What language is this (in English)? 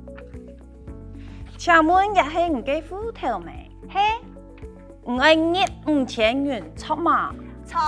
Hakka Chinese